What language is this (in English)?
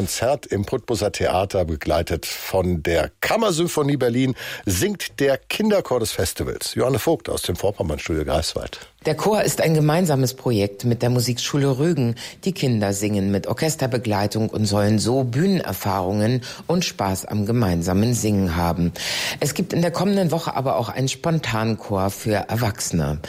German